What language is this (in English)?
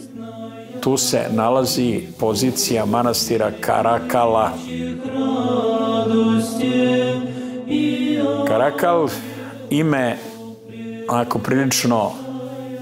Serbian